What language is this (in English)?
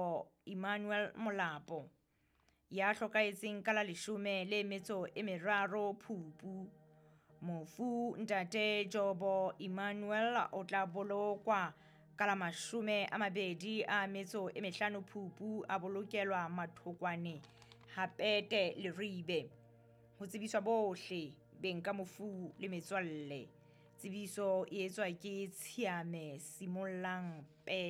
Southern Sotho